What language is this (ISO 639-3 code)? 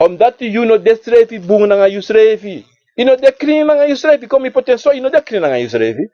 srn